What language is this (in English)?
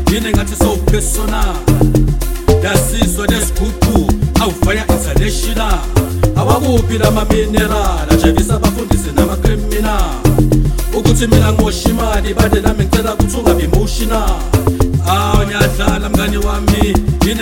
Zulu